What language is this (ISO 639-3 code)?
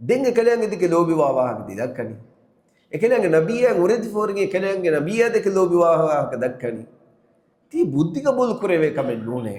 div